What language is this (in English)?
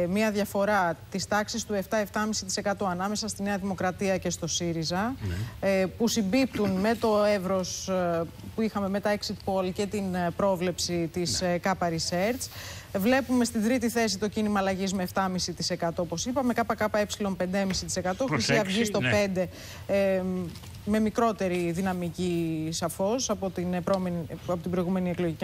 Greek